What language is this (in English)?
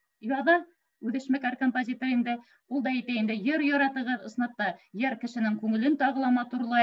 Bashkir